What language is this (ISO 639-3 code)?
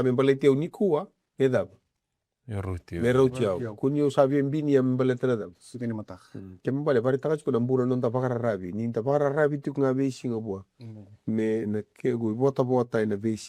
fij